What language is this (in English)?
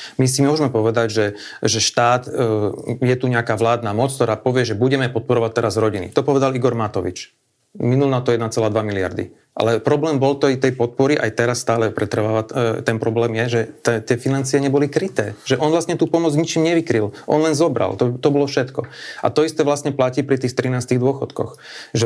Slovak